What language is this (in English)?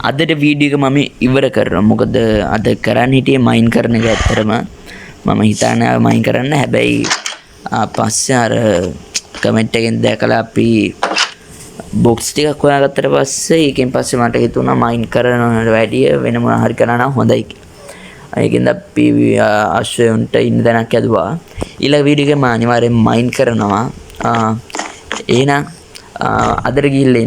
Sinhala